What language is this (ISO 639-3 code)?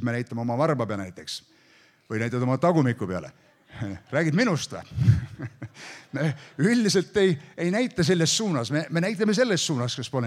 est